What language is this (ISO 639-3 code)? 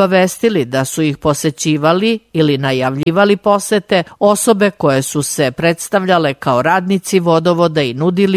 srp